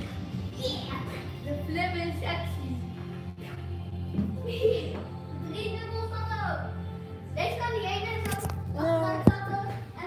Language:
Dutch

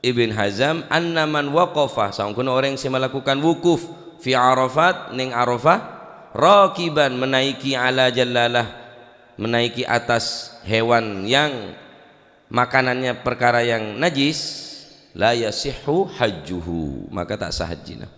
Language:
Madurese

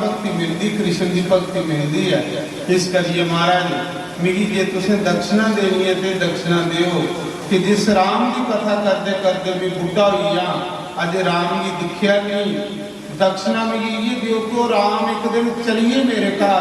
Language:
Dogri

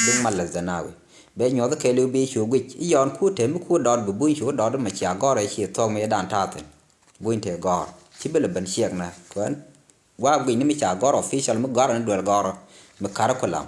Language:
Nuer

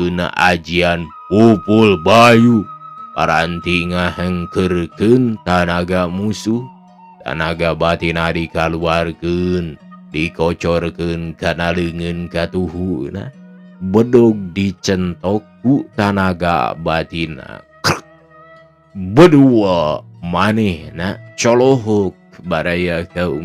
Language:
Sundanese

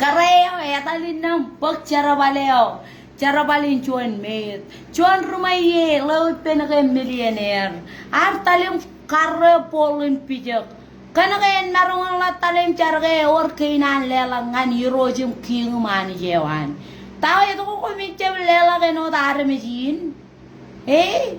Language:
Marshallese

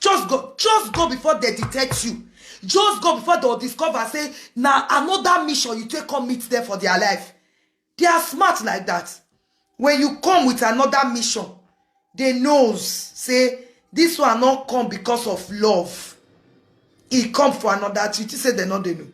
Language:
Nigerian Pidgin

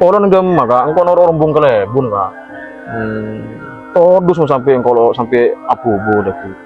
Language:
Madurese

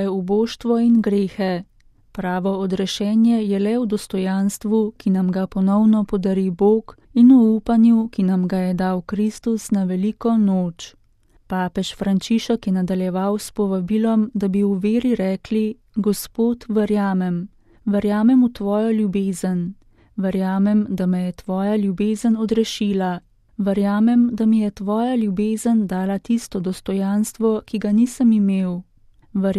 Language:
Slovenian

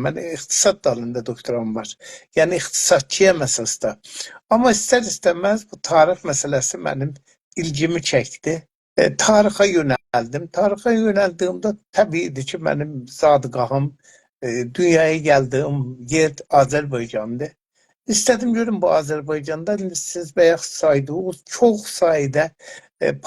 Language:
South Azerbaijani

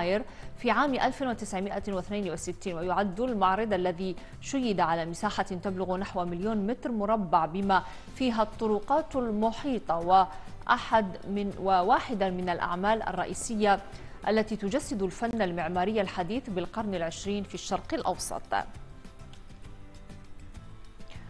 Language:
Arabic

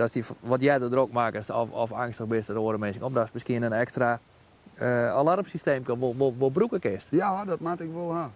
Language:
Western Frisian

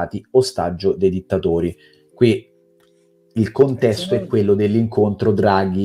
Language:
Italian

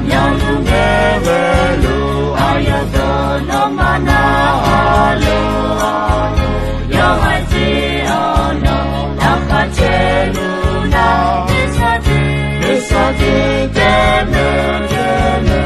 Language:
Akha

